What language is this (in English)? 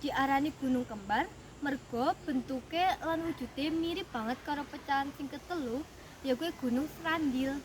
Javanese